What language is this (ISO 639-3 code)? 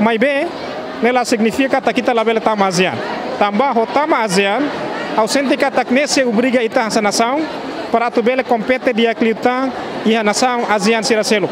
tet